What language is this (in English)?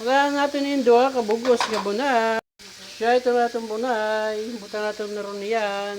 Waray